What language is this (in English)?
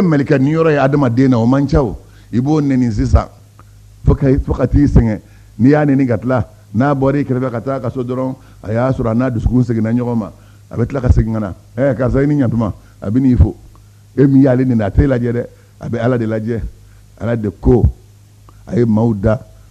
Bambara